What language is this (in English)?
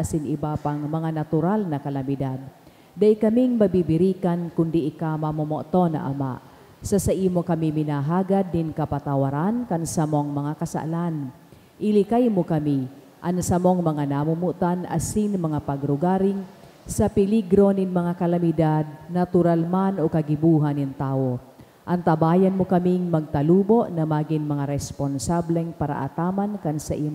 Bikol